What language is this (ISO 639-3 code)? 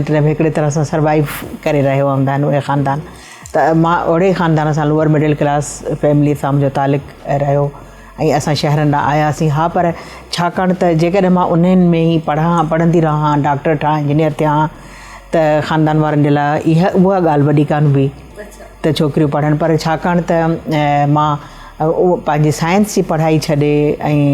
snd